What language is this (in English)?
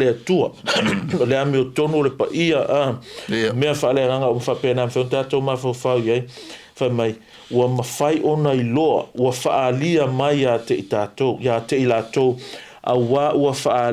Samoan